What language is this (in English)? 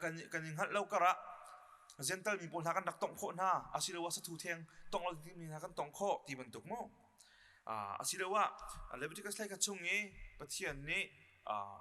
Hakha Chin